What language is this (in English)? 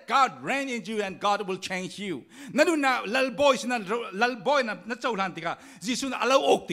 Falam Chin